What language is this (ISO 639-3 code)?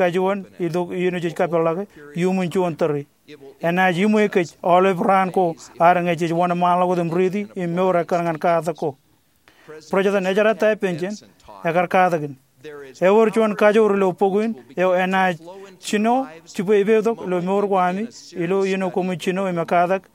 mah